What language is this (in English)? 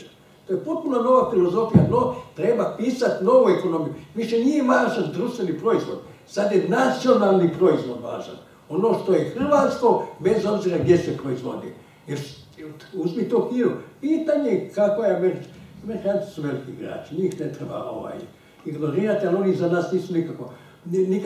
Croatian